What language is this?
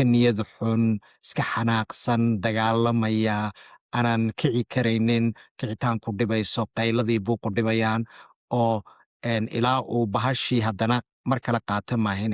Somali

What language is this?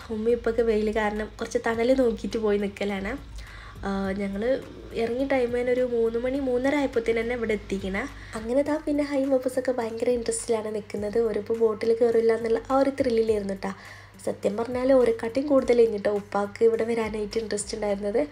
Malayalam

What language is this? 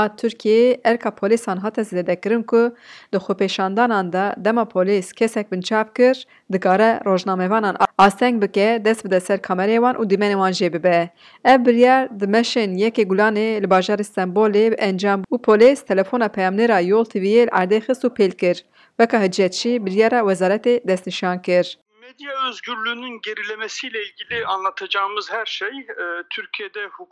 Kurdish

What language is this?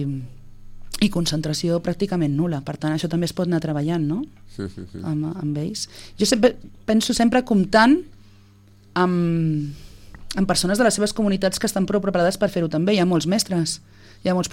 Catalan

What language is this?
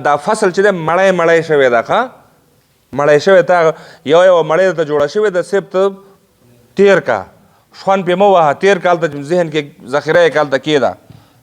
Pashto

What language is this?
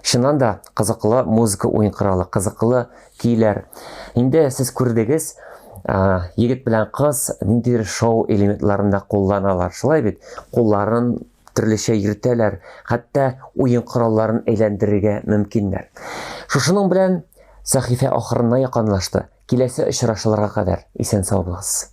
Tatar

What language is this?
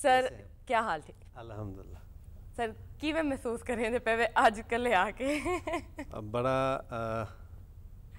Saraiki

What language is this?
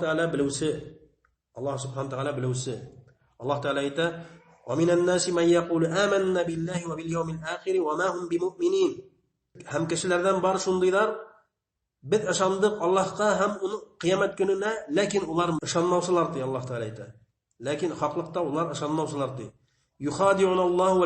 Bashkir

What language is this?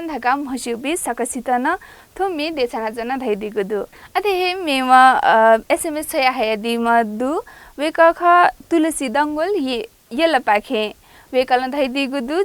Newari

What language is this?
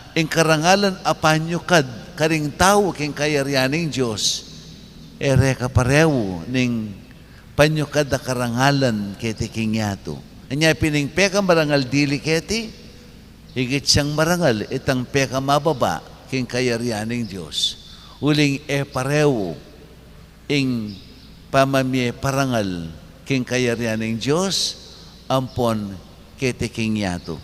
Pampanga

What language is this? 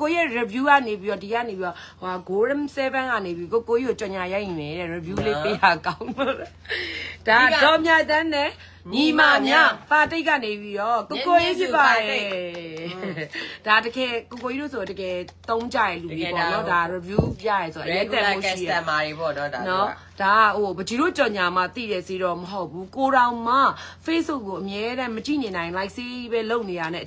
Burmese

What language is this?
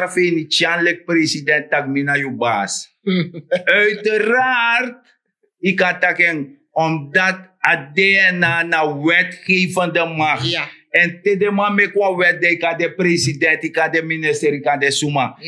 Sranan Tongo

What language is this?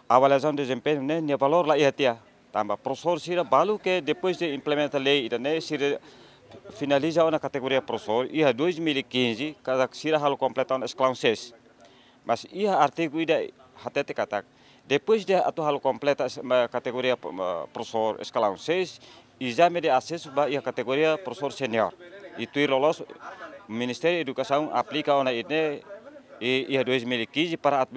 Tetum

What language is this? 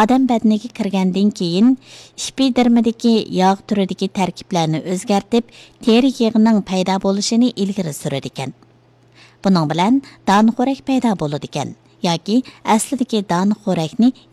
Uyghur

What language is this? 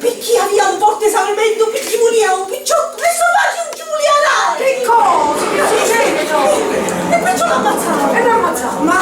Sicilian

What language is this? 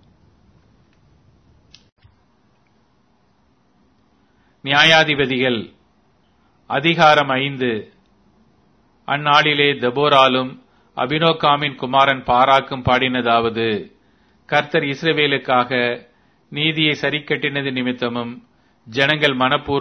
Tamil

